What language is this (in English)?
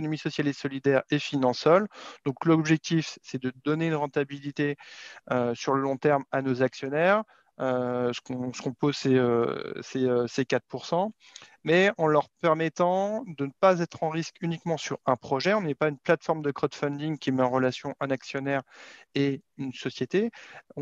French